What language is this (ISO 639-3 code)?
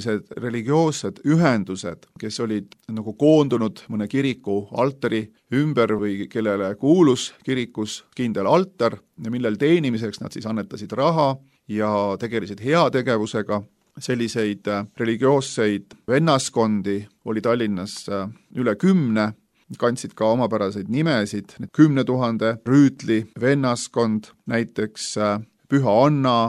est